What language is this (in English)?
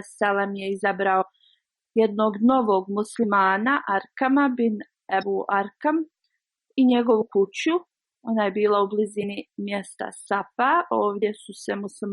Bosnian